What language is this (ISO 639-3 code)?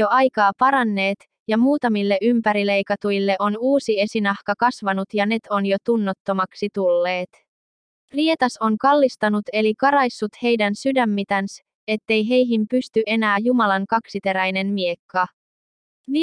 fin